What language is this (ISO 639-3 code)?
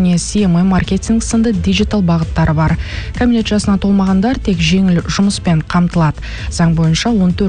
kaz